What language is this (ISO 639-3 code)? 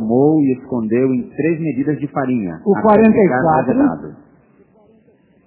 por